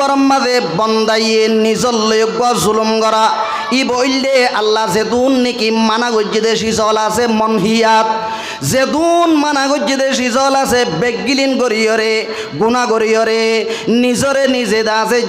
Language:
Rohingya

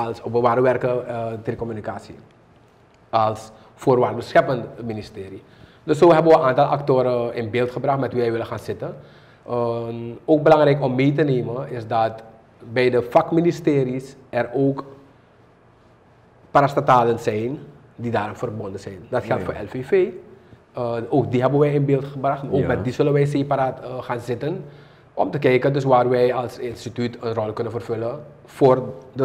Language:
Dutch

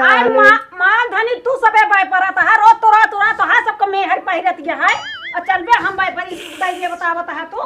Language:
Awadhi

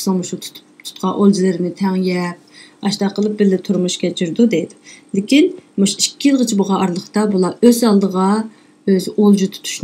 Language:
Uyghur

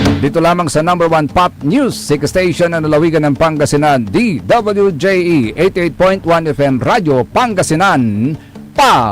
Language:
Pangasinan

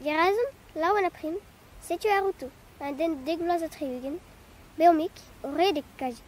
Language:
Breton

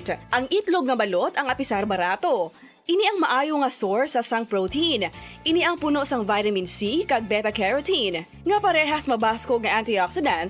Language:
Hiligaynon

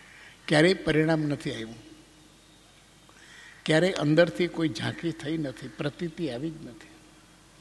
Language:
Gujarati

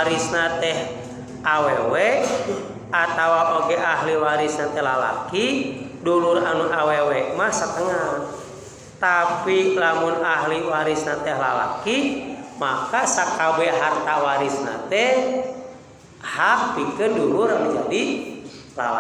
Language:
Sundanese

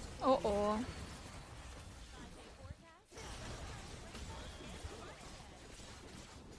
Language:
German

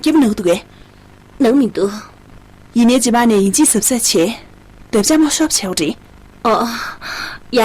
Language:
Tibetan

